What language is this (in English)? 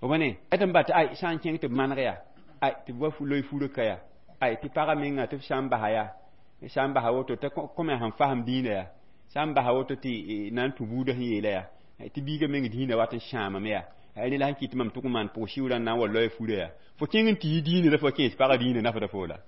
Mossi